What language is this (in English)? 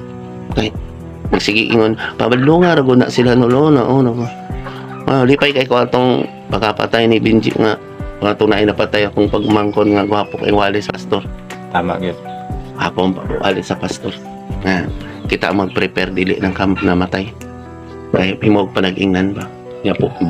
Cebuano